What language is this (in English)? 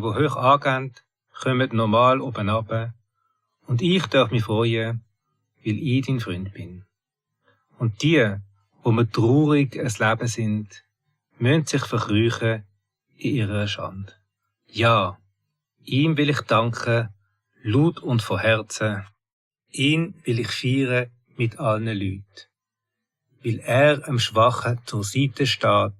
Swiss German